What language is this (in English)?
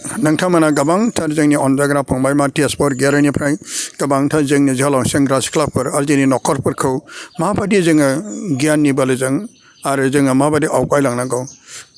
Bodo